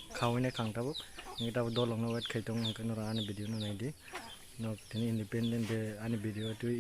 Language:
Kok Borok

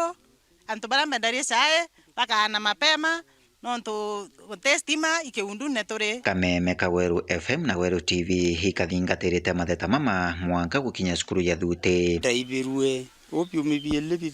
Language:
Meru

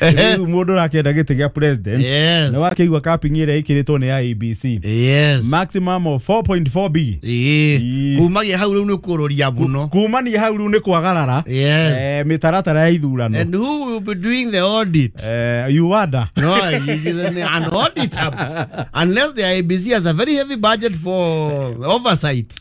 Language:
Kikuyu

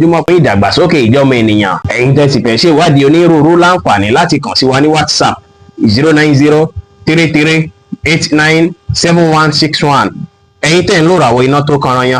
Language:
Yoruba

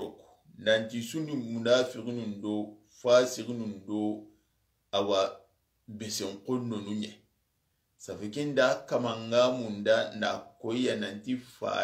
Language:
Soninke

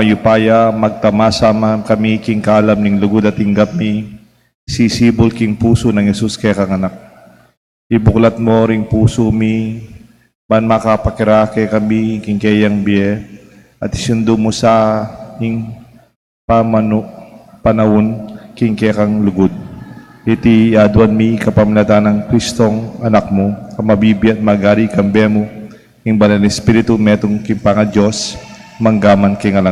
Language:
Pampanga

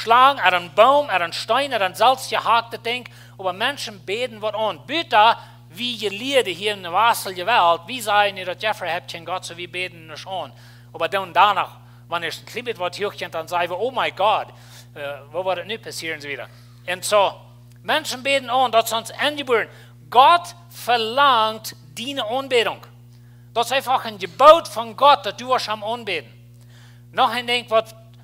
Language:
Plautdietsch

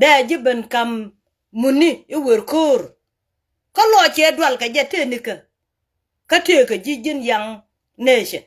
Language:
Nuer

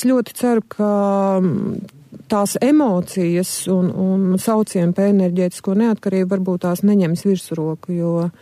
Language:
Latvian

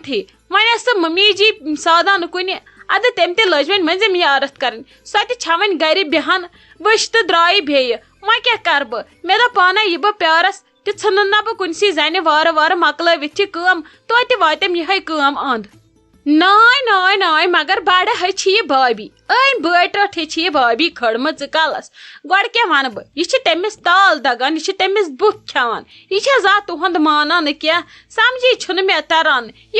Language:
Kashmiri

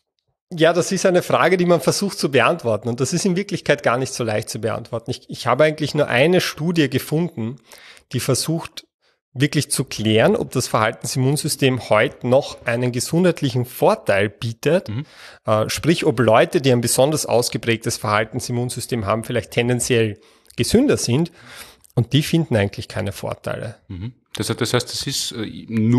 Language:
German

